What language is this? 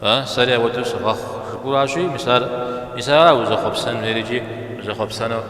Kabardian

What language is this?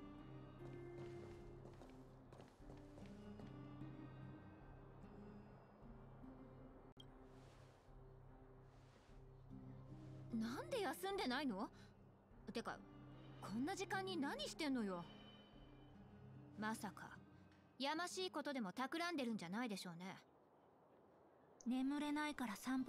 Japanese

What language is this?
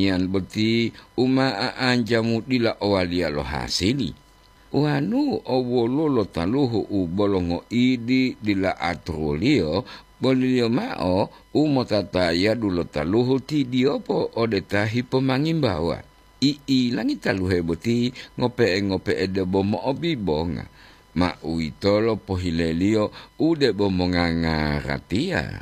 Gorontalo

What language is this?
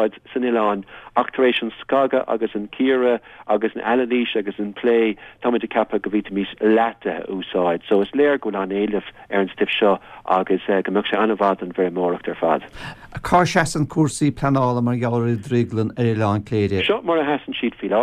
Irish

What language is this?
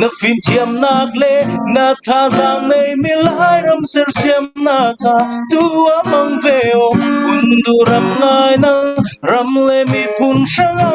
Falam Chin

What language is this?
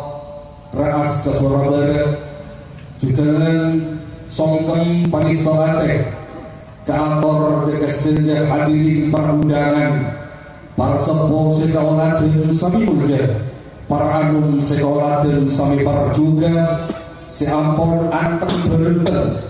Madurese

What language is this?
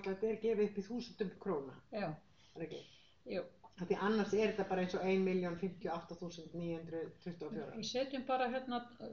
Icelandic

